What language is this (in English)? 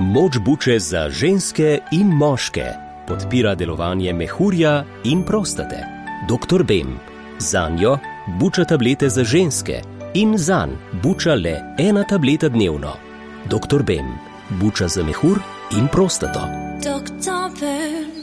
Slovenian